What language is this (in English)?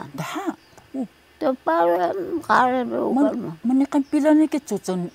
Taroko